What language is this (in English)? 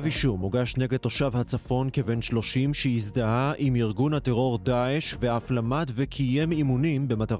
Hebrew